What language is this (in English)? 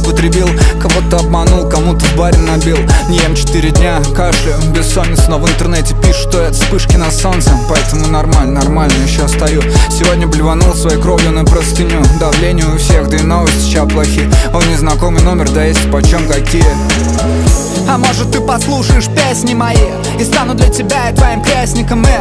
Russian